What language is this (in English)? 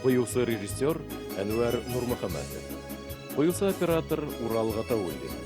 Bashkir